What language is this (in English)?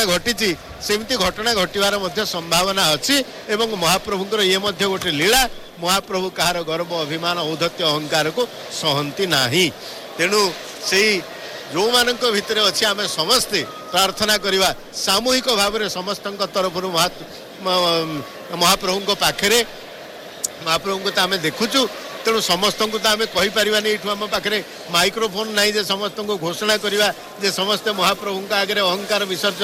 Odia